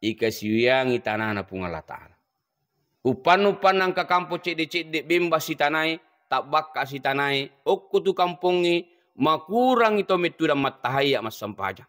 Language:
Buginese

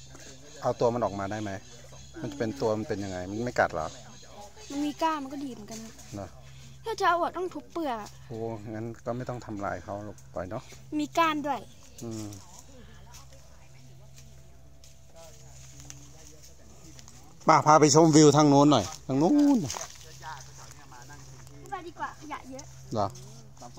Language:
Thai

